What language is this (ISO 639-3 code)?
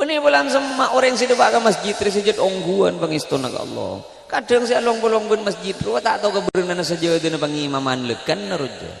mad